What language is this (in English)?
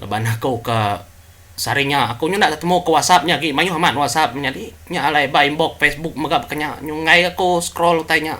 Iban